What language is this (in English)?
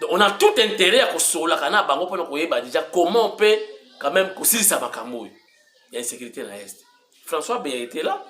Lingala